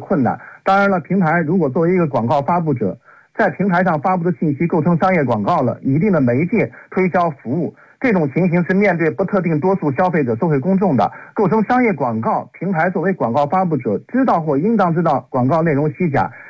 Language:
Chinese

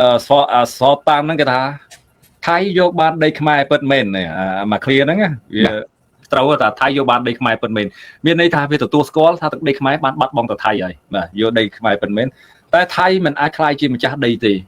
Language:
Khmer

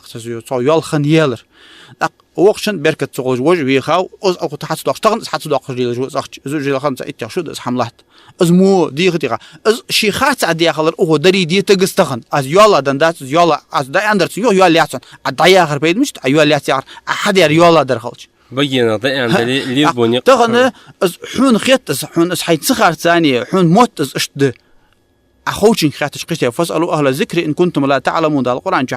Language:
Ingush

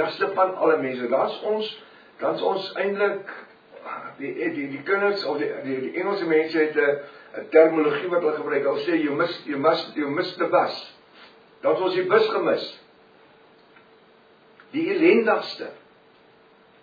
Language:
Afrikaans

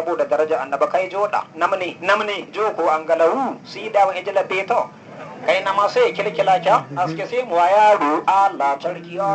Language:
Hausa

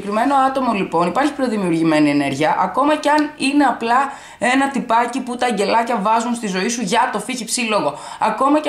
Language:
Greek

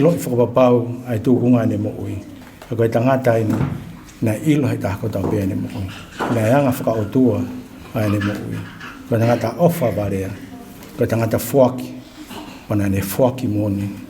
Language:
Tongan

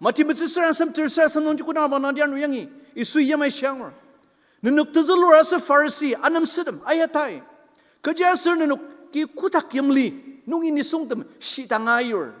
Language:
Ao Naga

